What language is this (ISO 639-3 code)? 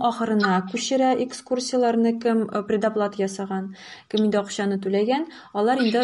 tat